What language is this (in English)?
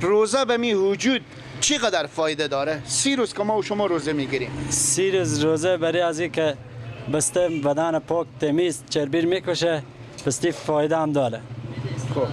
Persian